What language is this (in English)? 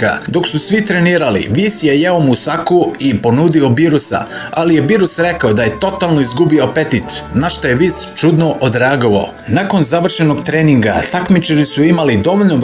Serbian